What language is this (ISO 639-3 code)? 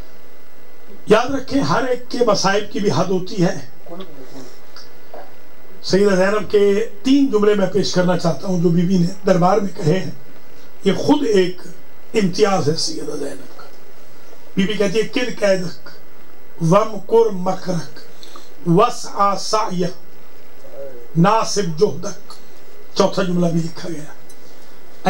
urd